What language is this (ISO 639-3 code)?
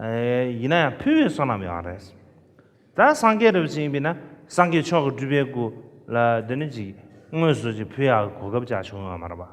bod